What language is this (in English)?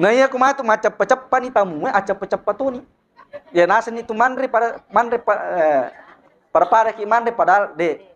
Buginese